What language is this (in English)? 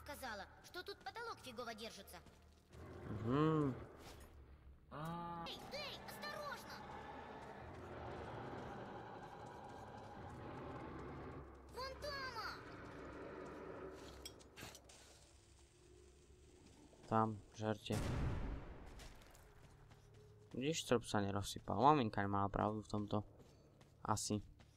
Slovak